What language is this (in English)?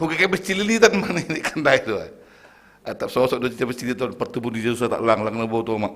Batak Simalungun